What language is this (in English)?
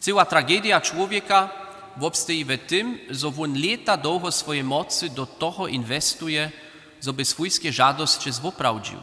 Upper Sorbian